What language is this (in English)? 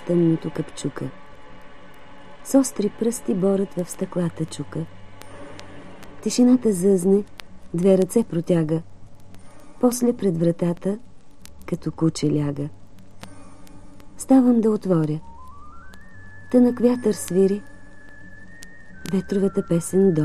Bulgarian